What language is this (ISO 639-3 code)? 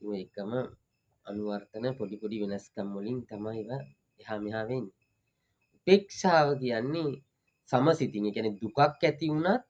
sin